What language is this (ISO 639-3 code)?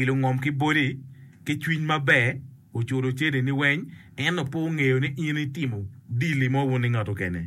ach